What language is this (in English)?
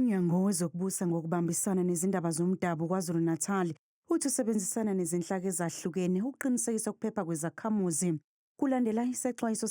Zulu